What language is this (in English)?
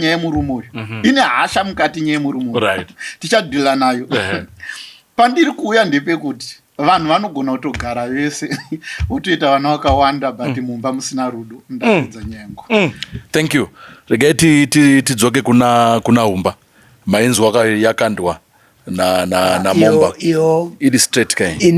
Shona